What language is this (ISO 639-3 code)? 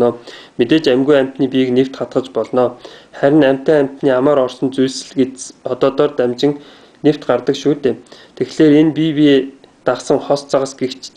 mon